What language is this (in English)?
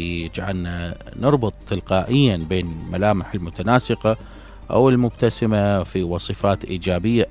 Mesopotamian Arabic